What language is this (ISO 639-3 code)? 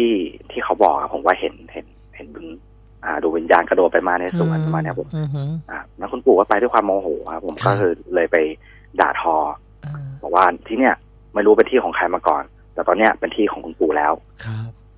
tha